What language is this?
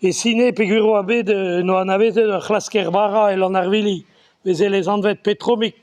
Breton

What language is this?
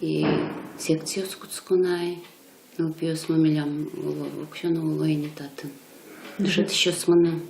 Udmurt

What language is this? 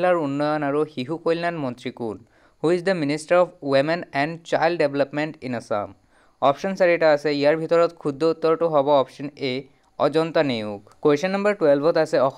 Assamese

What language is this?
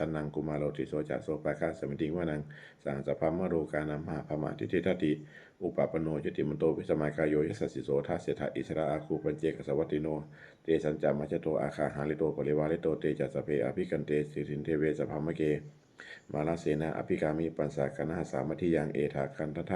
Pali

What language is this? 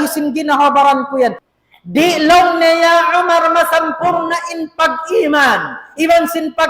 Tausug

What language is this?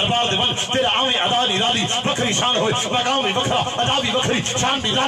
Saraiki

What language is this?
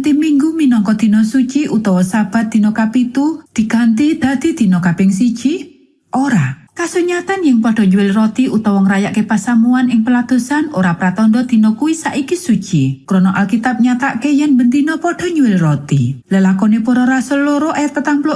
Javanese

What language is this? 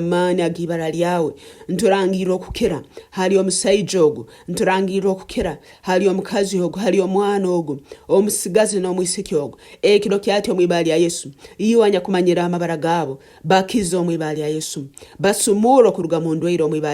Nyankole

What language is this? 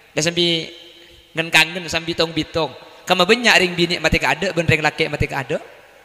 Madurese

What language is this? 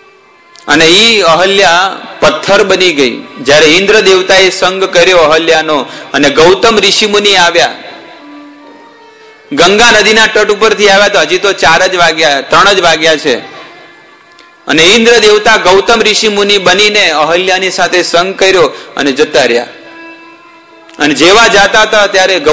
Gujarati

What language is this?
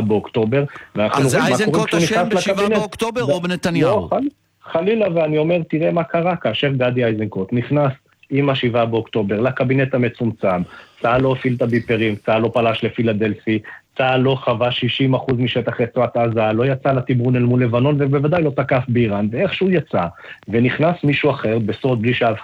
Hebrew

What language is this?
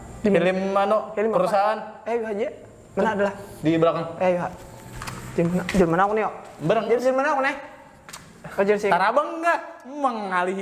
Banjar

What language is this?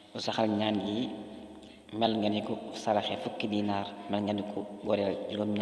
Wolof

